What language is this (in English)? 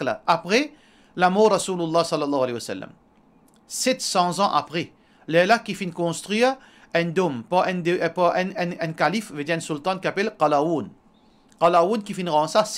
Morisyen